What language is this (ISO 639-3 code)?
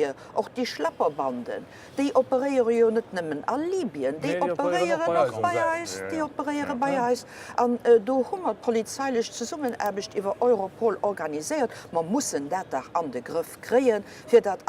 ltz